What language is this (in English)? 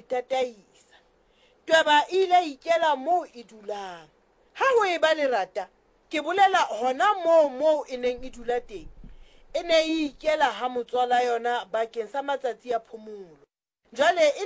Southern Sotho